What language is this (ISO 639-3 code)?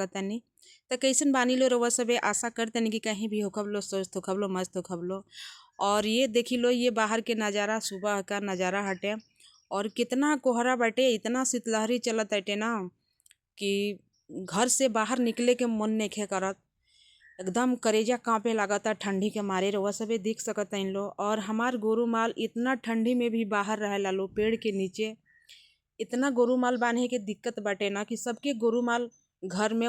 bho